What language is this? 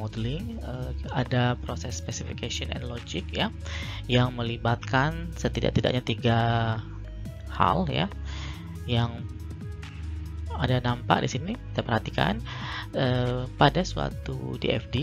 Indonesian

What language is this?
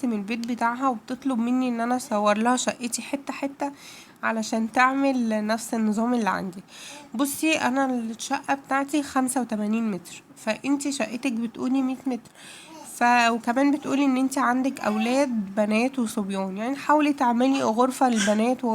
Egyptian Arabic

